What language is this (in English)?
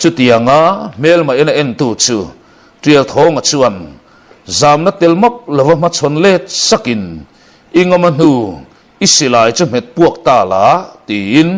Mizo